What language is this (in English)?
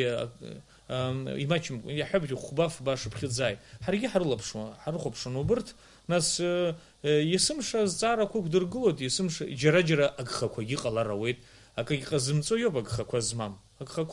Abkhazian